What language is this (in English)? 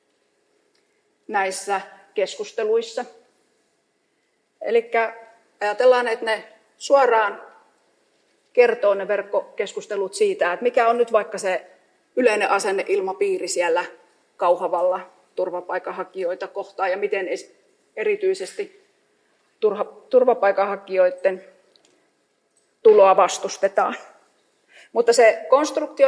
Finnish